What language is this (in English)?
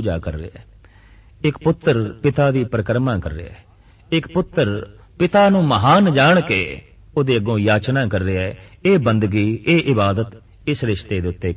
Punjabi